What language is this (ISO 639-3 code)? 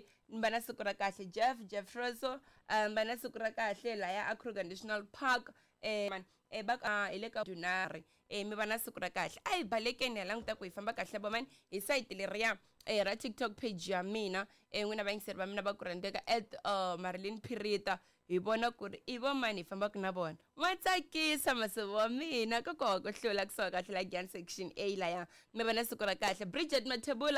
tso